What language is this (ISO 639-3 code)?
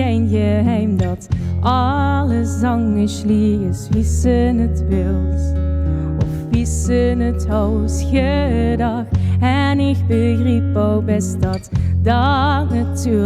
lim